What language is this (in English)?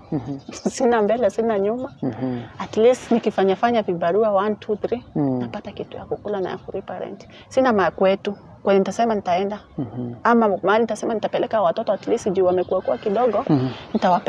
Swahili